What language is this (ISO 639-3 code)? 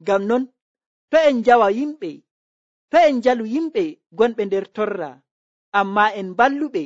fuv